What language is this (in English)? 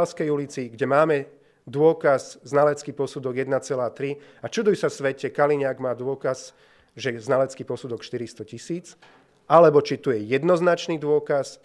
Slovak